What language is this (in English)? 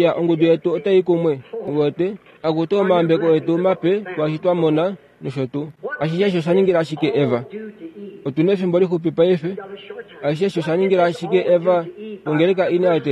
Kuanyama